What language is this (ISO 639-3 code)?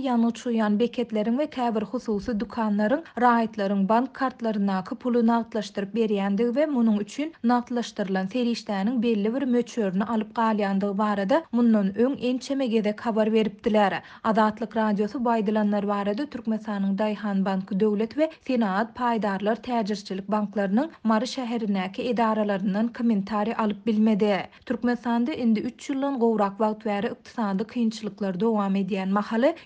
tuk